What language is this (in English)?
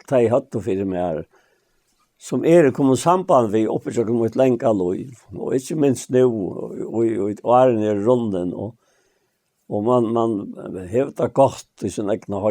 Faroese